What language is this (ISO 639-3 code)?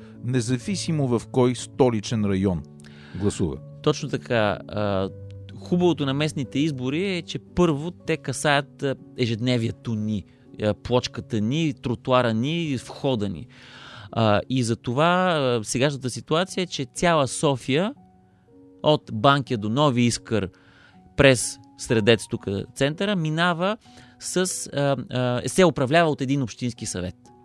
bul